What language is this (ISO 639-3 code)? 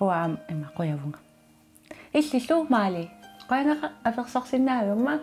kal